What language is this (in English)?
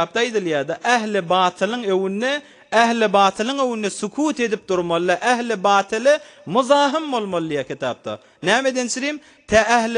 Turkmen